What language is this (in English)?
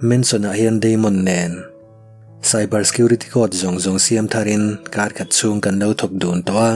Mizo